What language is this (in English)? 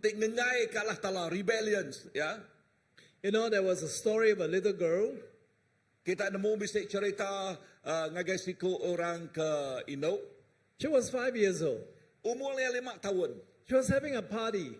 Iban